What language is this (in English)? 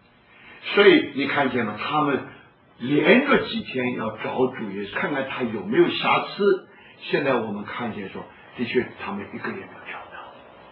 Chinese